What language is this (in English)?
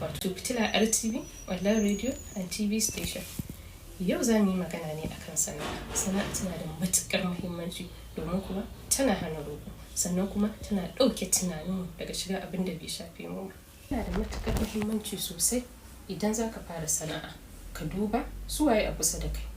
Hausa